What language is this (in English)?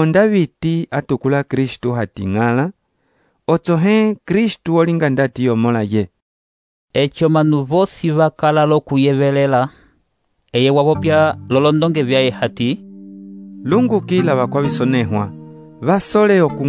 Umbundu